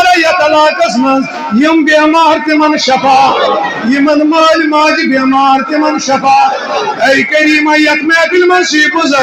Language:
Kashmiri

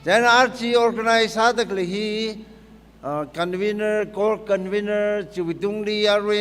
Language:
Tangkhul Naga (India)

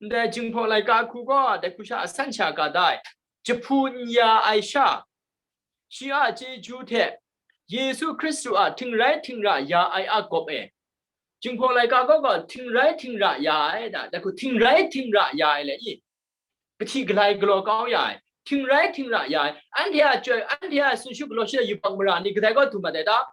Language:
Kachin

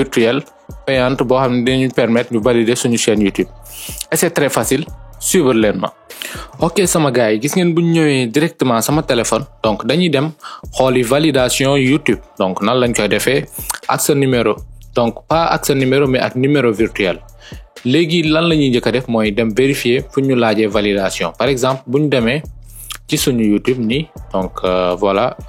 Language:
Wolof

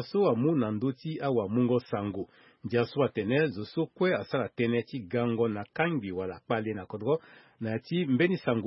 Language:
Sango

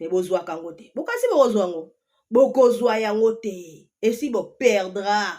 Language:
Lingala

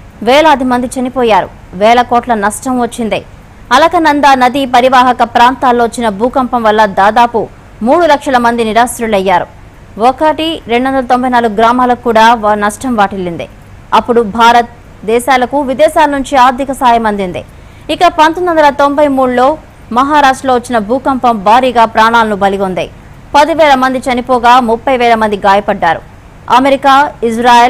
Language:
Telugu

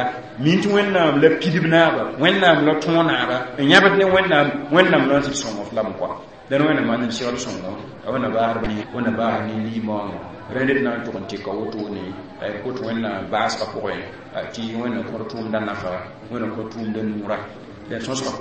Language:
Mossi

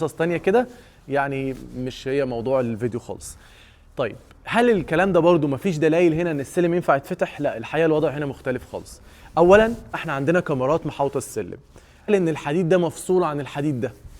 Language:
Egyptian Arabic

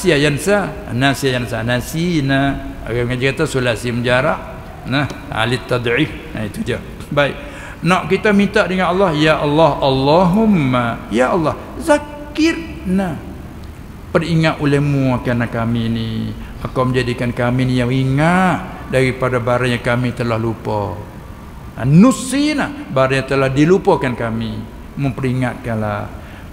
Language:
Malay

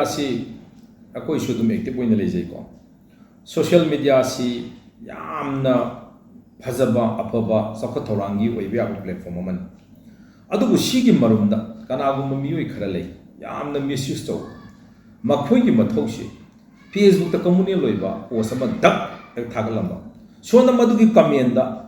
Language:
Manipuri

